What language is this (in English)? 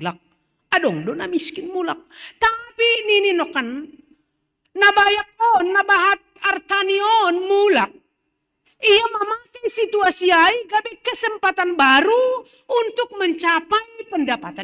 Batak Simalungun